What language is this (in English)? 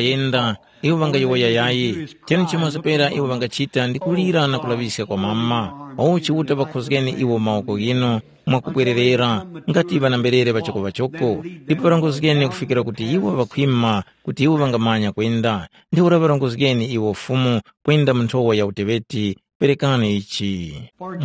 Tumbuka